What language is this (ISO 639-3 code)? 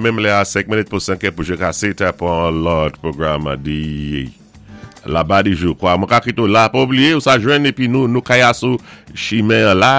acf